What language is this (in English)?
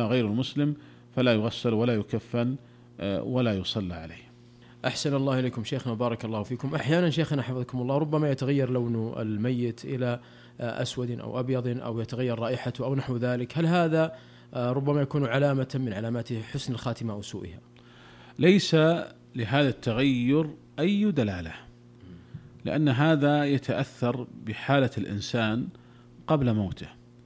Arabic